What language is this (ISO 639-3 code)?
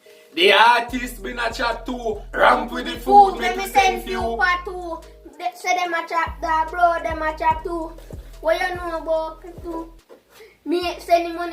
jam